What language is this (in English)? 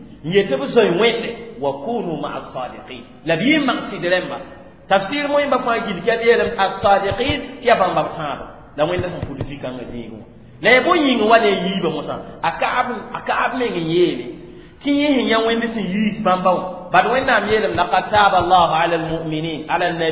Mossi